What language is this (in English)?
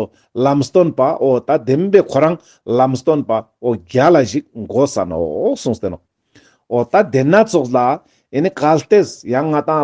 Ladakhi